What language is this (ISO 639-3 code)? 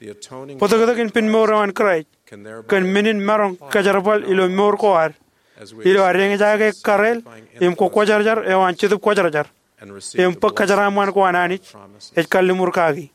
mah